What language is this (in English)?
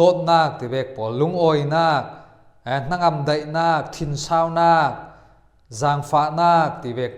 Falam Chin